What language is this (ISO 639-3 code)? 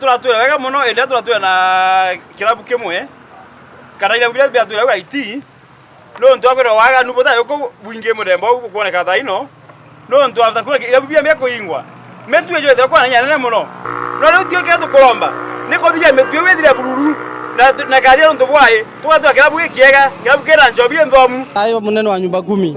mer